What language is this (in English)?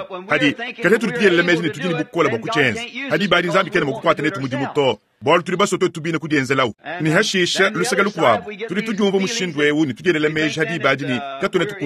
Luba-Lulua